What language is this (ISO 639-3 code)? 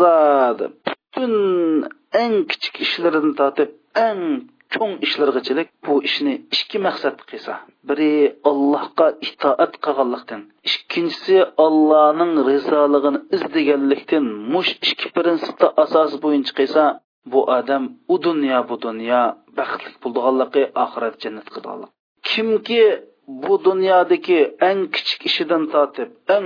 uig